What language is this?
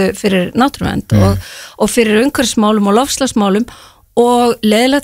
Icelandic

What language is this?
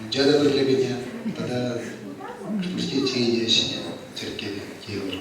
Chuvash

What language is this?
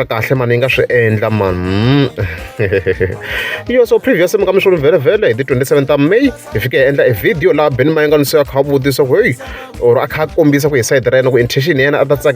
Tsonga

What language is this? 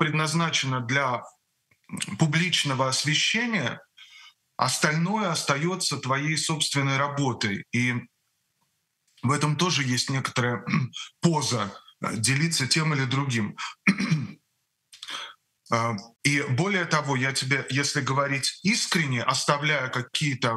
Russian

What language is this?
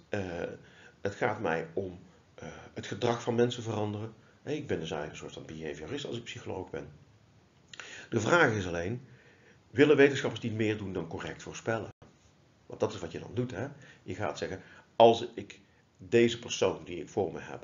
Dutch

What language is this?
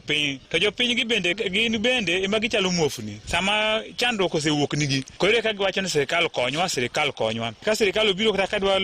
Luo (Kenya and Tanzania)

